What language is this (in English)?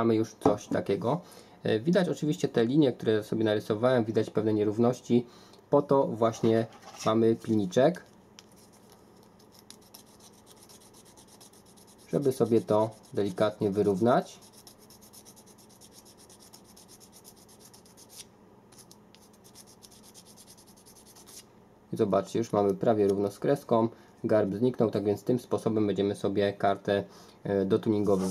Polish